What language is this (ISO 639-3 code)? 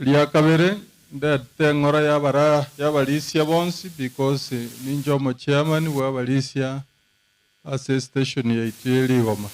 guz